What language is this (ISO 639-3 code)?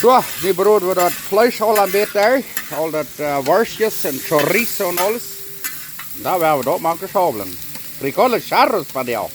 pdt